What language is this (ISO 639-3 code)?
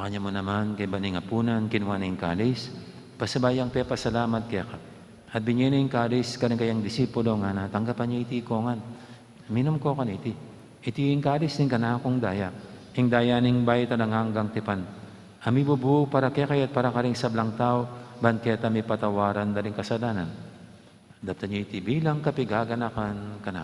pam